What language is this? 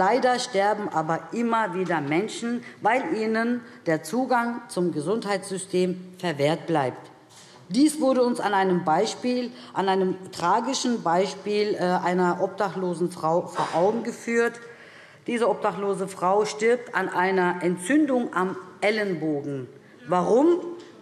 German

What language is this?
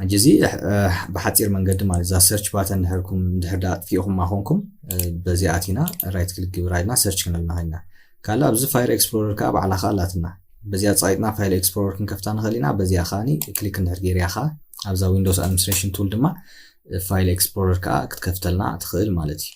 Tigrinya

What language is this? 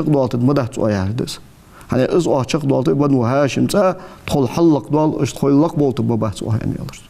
Ingush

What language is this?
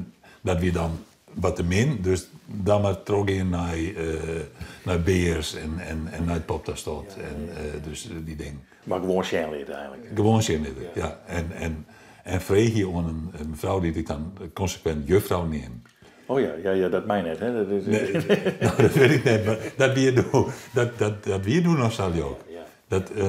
Western Frisian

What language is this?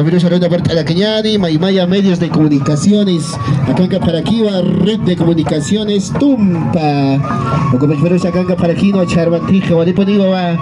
Aymara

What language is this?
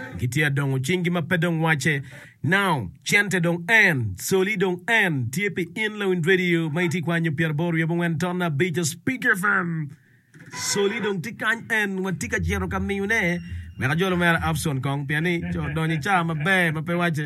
Acoli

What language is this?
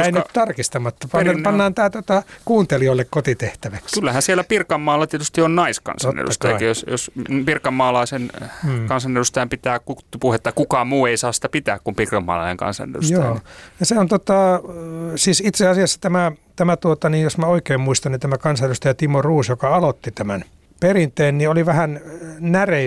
Finnish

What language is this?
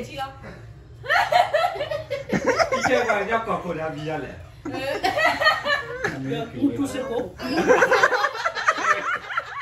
S'gaw Karen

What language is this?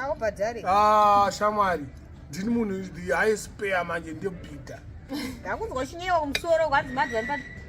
Shona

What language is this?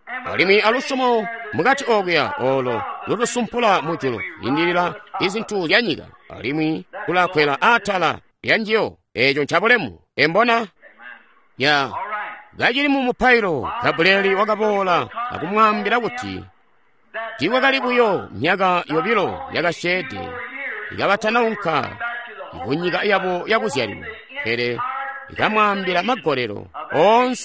Tonga (Zambia)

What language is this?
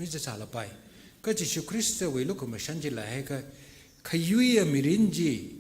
Tangkhul Naga (India)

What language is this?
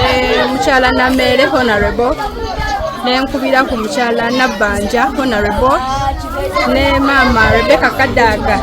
Ganda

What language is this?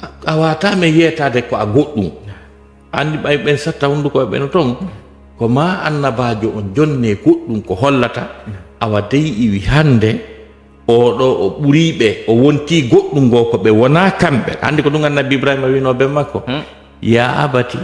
Fula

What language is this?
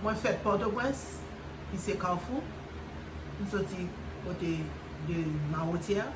Haitian Creole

